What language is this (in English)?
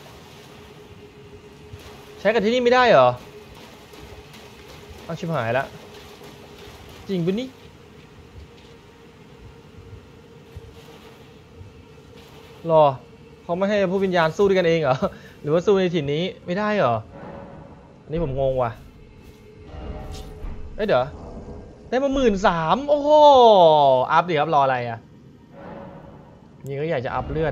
Thai